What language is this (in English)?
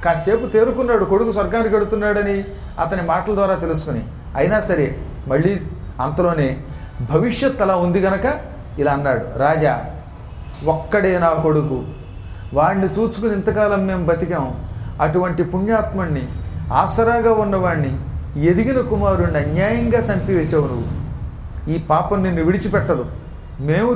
Telugu